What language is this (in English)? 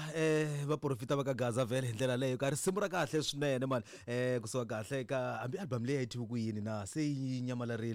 Tsonga